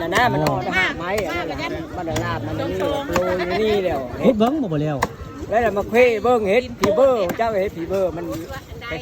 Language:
Northeastern Thai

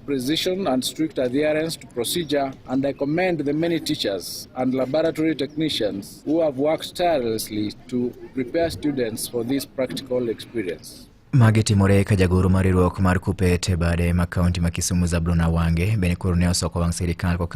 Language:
Luo (Kenya and Tanzania)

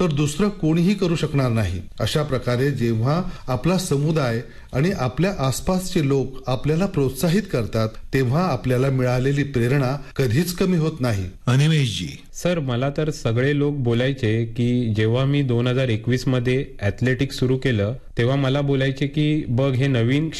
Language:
Marathi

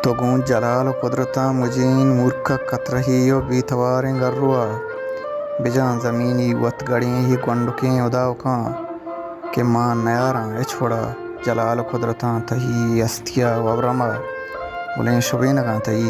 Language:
Baluchi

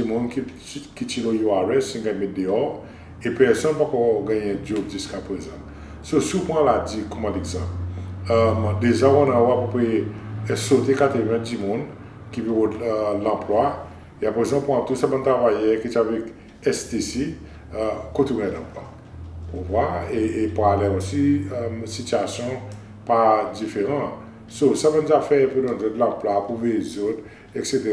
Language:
Seselwa Creole French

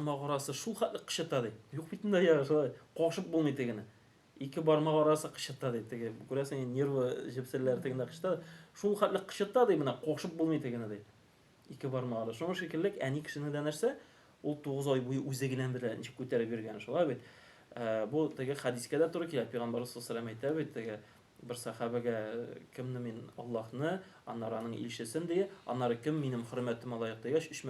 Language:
Tatar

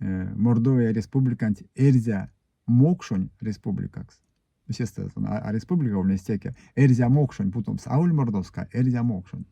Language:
Erzya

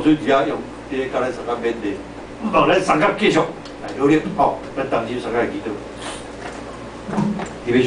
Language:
Min Nan Chinese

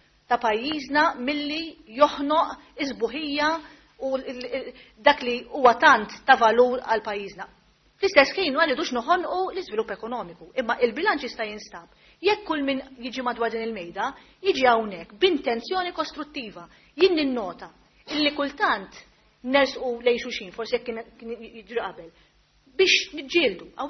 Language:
Maltese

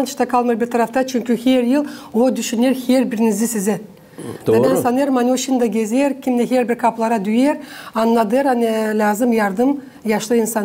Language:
Gagauz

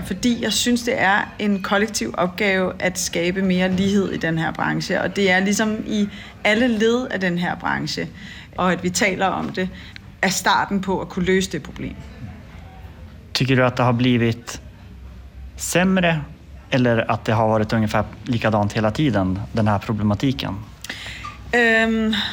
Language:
Swedish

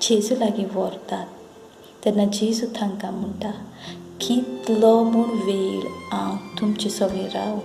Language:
Konkani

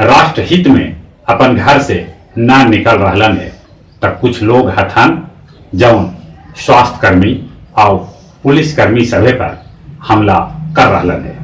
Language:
Magahi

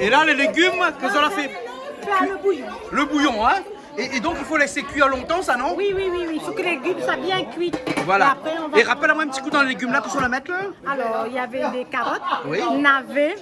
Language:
Réunion Creole French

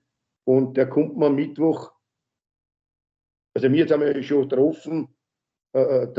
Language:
German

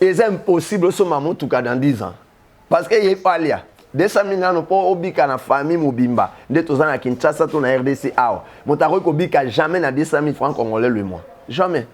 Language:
Lingala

